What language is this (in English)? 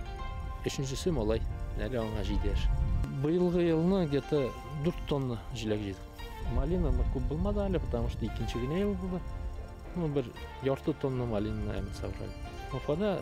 Tatar